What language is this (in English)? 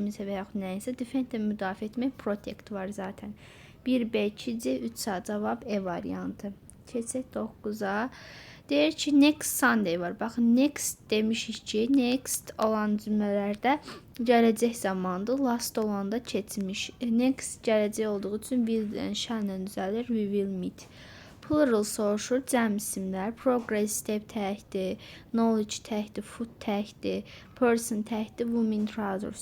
Azerbaijani